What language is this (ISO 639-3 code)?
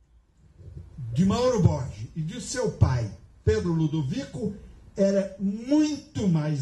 por